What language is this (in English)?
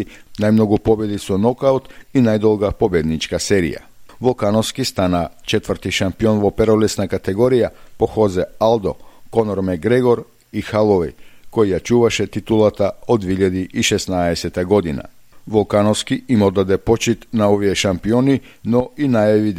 Macedonian